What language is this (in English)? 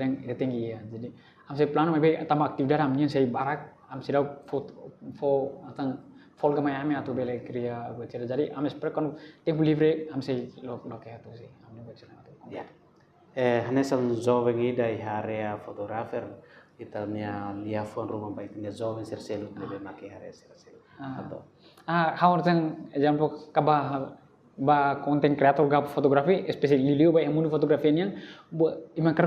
Tetum